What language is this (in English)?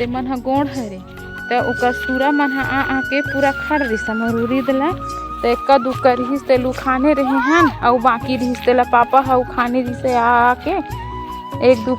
Chhattisgarhi